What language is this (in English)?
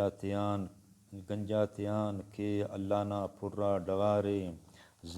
Brahui